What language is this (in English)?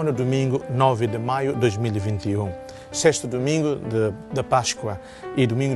Tetum